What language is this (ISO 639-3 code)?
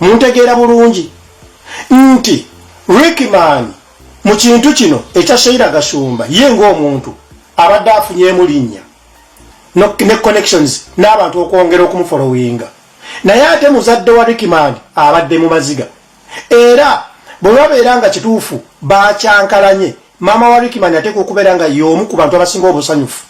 lug